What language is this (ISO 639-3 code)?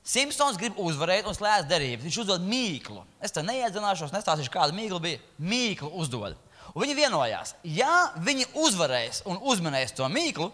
lav